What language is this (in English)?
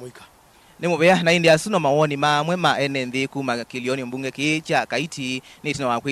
Kamba